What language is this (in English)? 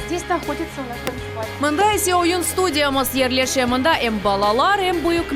Crimean Tatar